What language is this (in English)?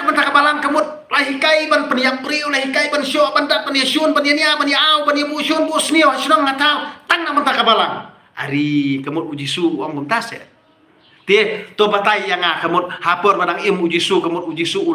Khasi